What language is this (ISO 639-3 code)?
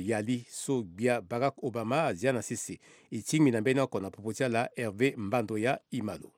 sag